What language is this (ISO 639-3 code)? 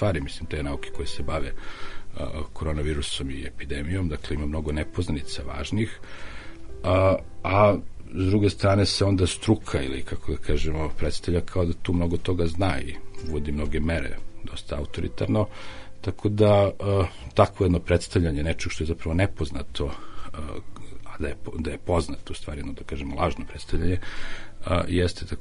srp